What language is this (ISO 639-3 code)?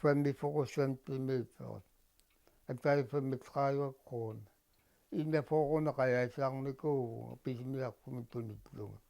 kal